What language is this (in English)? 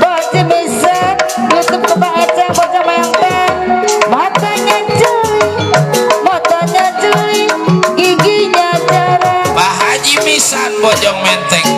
Betawi